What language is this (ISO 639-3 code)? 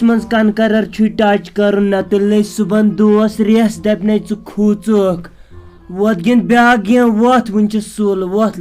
kas